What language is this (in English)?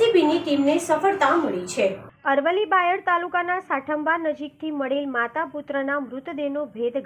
Gujarati